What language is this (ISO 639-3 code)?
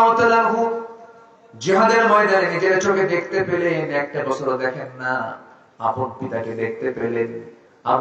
ben